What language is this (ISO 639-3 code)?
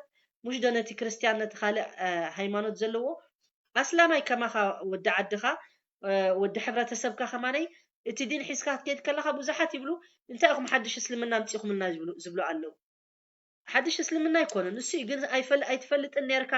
tir